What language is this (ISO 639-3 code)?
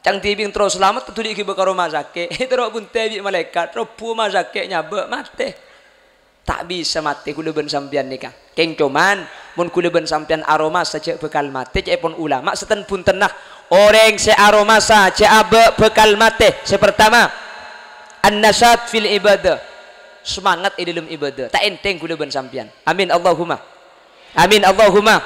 mad